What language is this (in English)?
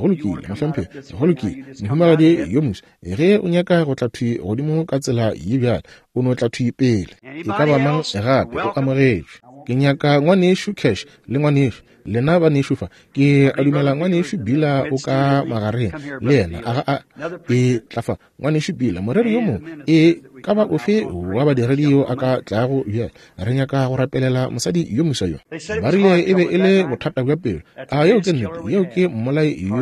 Northern Sotho